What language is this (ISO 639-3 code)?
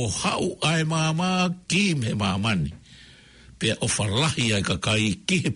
ton